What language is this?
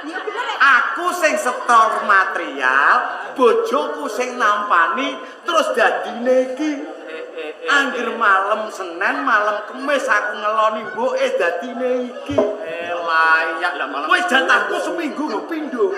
Javanese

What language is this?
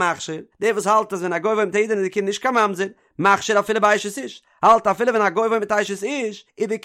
Yiddish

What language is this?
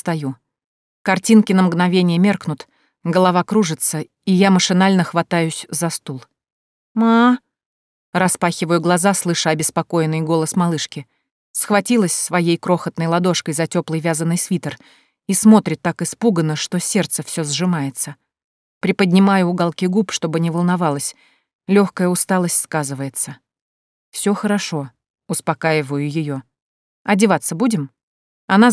Russian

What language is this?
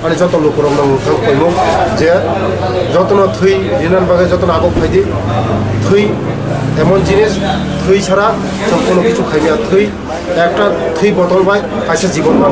Kok Borok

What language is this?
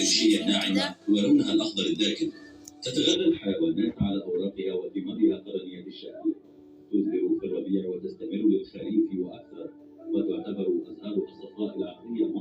Egyptian Arabic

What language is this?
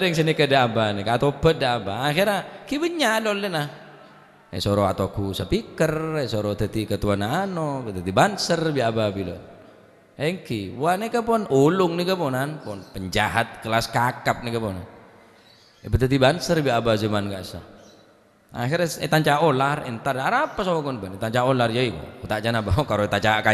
Madurese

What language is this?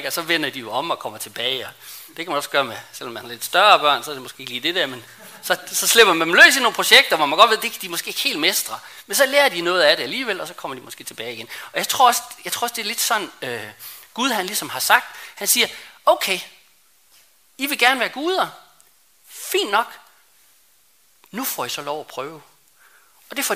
Danish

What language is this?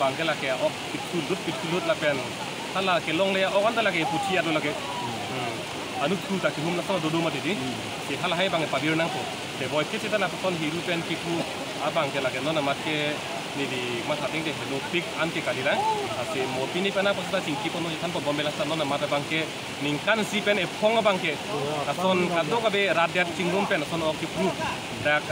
Karbi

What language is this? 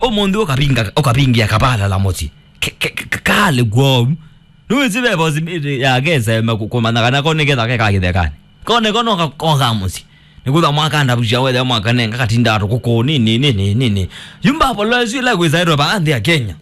Kamba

